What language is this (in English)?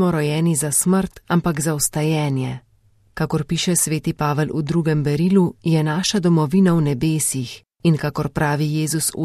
Slovenian